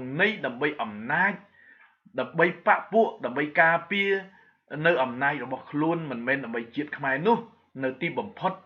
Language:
Khmer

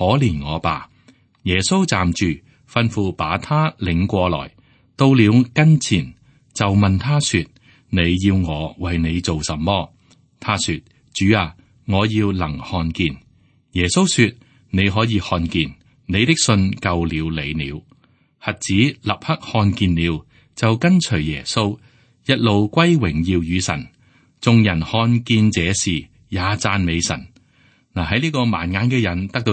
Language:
Cantonese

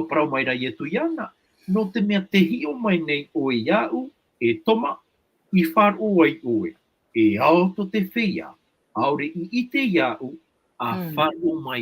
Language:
Tahitian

